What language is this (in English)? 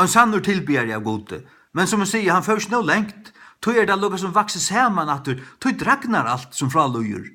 Faroese